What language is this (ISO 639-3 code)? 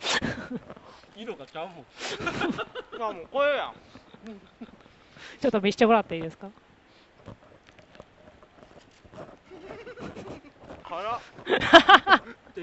jpn